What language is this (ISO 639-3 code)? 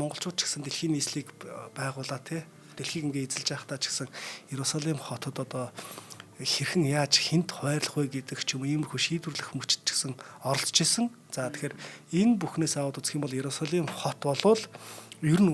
mon